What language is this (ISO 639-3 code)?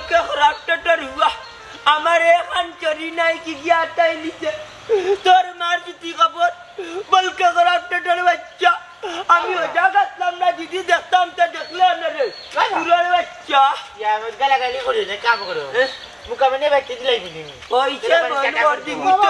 syl